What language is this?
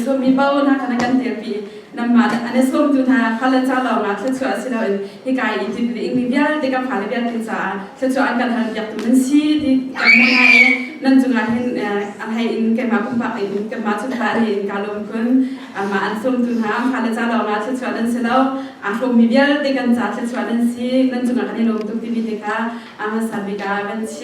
Hakha Chin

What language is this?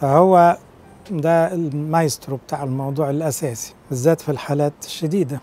Egyptian Arabic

